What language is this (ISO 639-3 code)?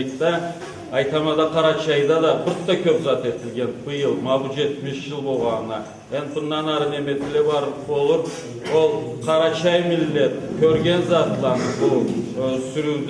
krc